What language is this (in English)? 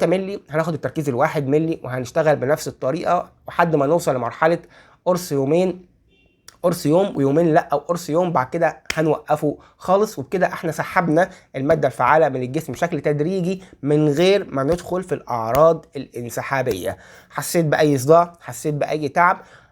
Egyptian Arabic